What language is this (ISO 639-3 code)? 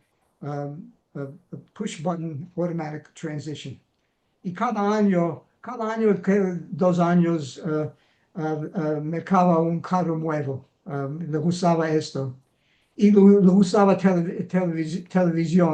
lad